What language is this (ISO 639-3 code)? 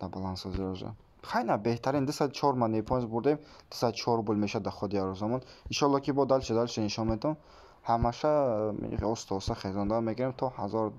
tgk